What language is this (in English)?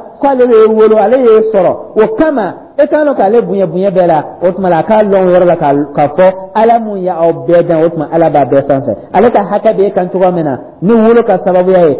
Dyula